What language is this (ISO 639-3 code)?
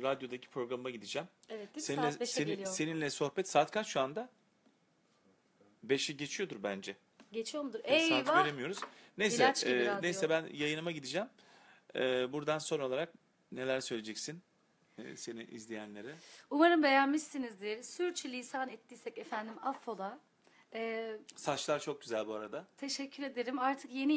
tur